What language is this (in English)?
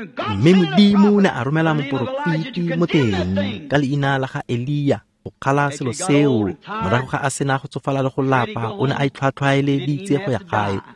Tswana